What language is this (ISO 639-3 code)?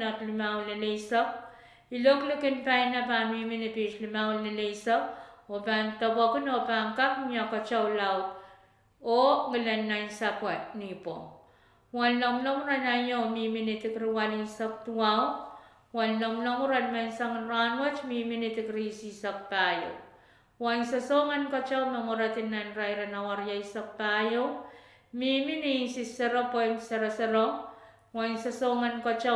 pon